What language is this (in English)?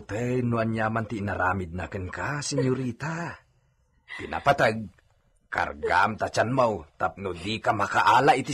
Iloko